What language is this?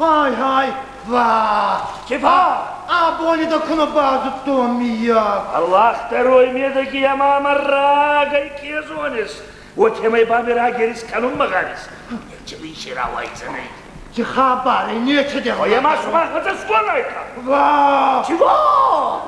Ossetic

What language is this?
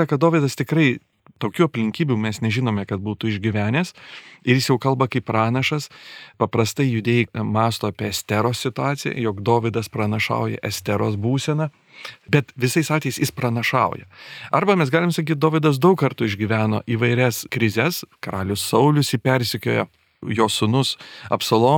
Lithuanian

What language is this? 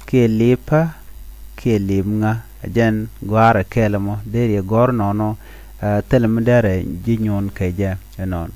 Nuer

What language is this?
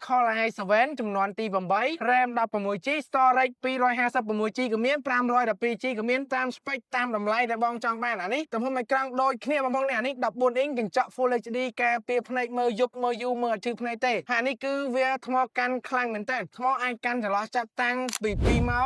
Khmer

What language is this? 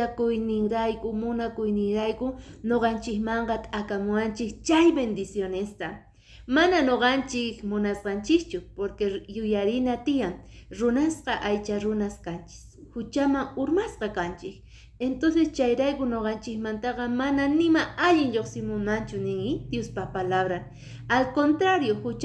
Quechua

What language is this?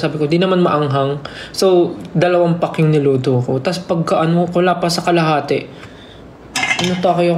Filipino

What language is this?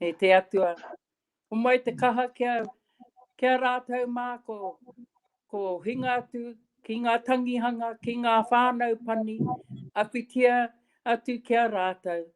Māori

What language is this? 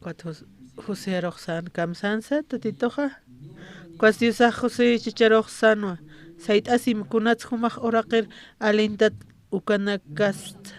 Aymara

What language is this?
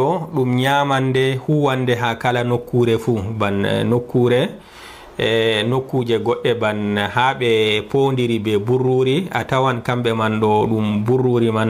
Fula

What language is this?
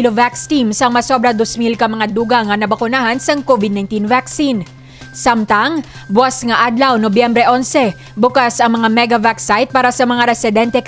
Hiligaynon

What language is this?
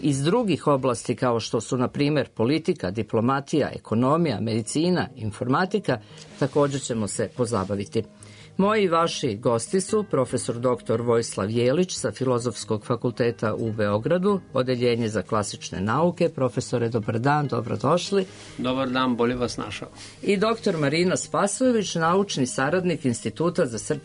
Serbian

